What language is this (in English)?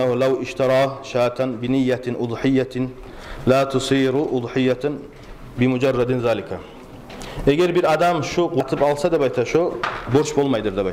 Kumyk